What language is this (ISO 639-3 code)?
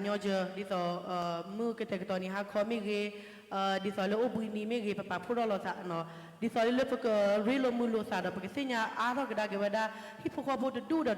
ksw